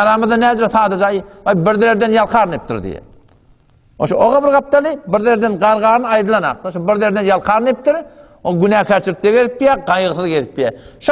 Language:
Turkmen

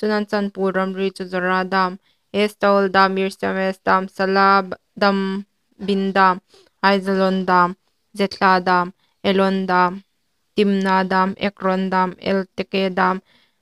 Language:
Hmar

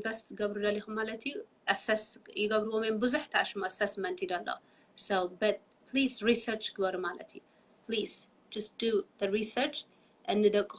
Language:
Tigrinya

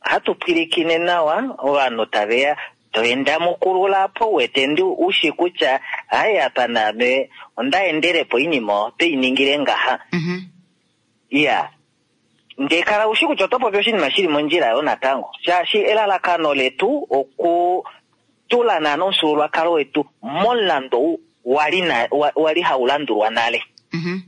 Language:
Kuanyama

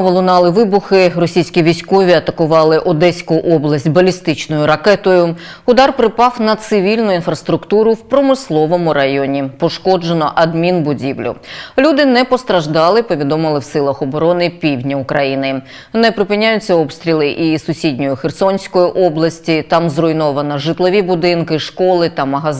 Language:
Ukrainian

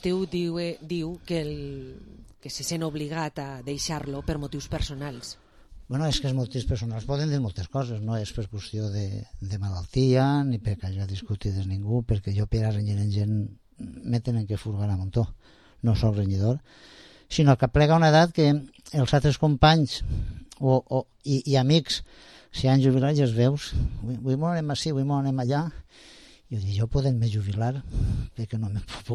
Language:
Catalan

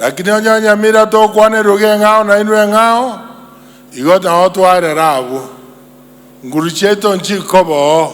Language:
Gusii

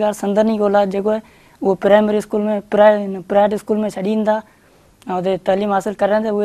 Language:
Sindhi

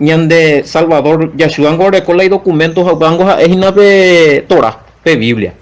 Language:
Guarani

